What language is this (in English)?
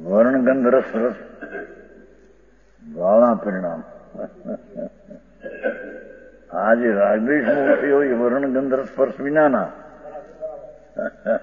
Gujarati